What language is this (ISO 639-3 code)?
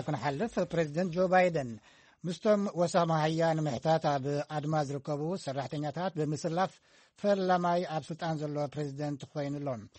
tir